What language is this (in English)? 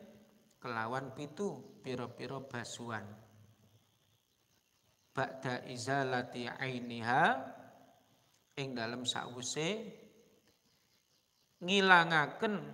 Javanese